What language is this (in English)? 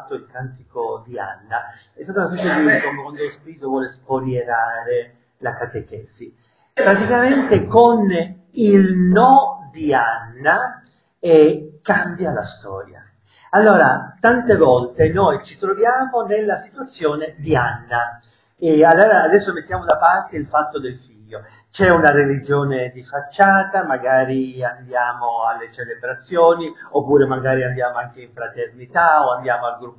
Italian